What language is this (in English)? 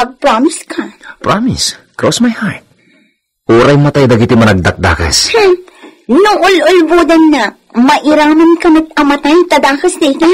Iloko